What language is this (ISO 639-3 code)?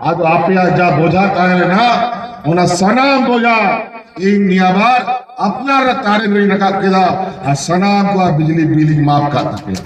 sat